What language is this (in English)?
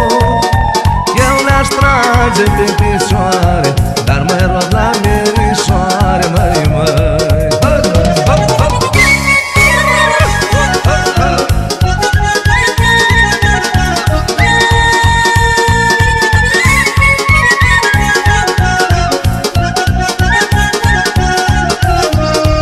Romanian